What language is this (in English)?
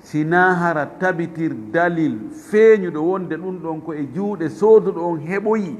Fula